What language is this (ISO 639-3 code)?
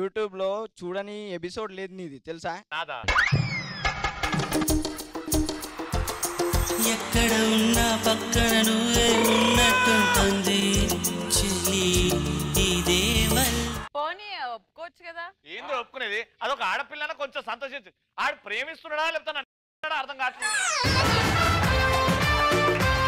tel